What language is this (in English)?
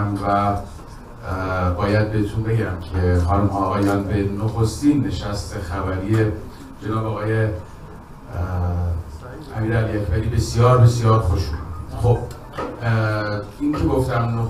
Persian